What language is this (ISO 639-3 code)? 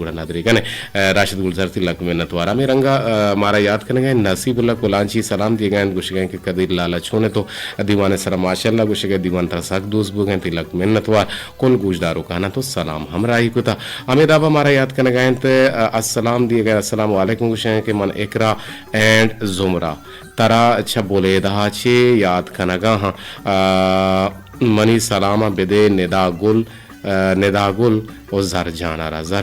bgp